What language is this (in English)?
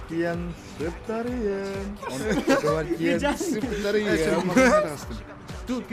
Yakut